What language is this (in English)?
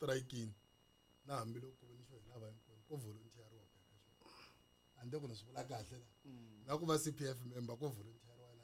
Tsonga